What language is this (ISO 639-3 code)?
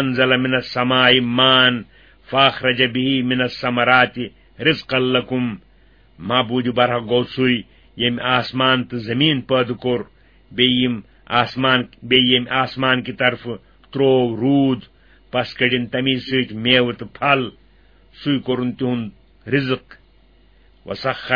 kas